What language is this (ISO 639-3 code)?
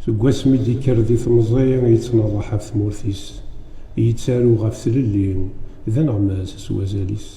kab